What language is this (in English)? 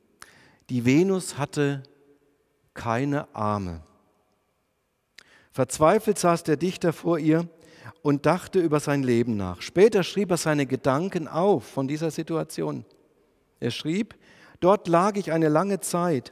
German